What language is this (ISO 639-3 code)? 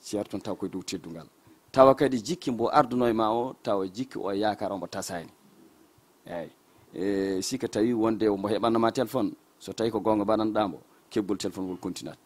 ful